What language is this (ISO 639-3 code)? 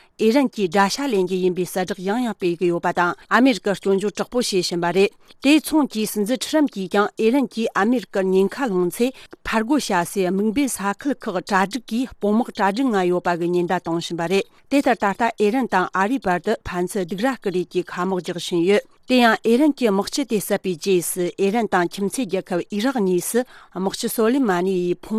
bod